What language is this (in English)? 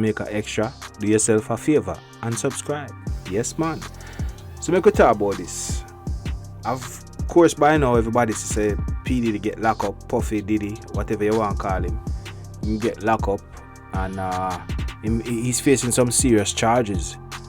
Jamaican Creole English